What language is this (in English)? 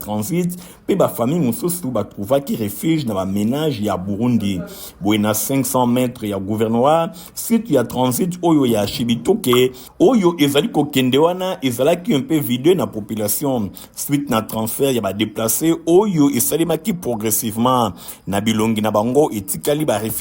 Lingala